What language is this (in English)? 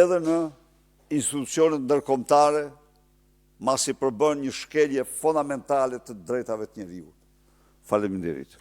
Albanian